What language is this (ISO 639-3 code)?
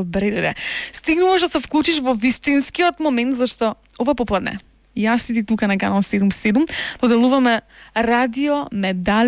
mkd